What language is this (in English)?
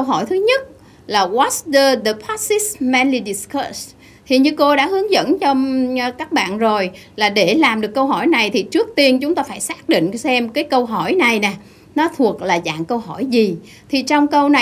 Vietnamese